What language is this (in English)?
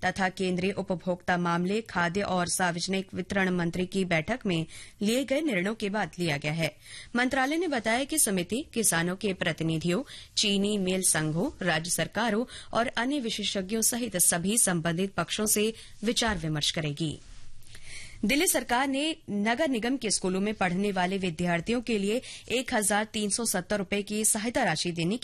Hindi